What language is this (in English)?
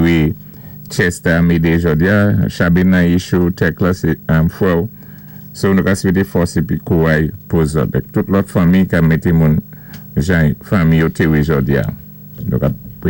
Saint Lucian Creole French